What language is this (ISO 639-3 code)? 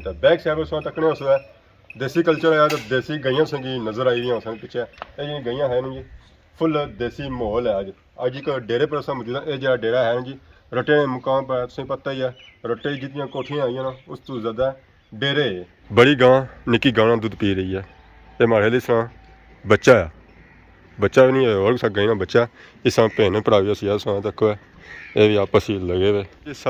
phr